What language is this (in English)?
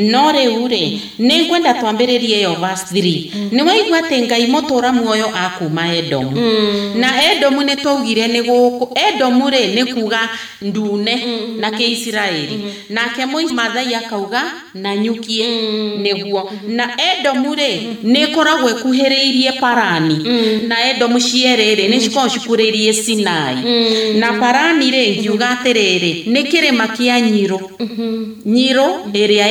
Kikuyu